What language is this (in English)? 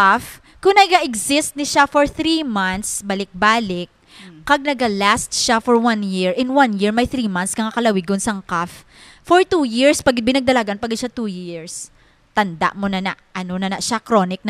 Hiligaynon